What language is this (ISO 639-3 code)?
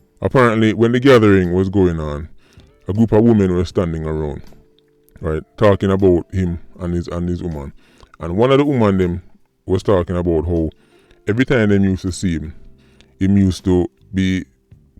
jam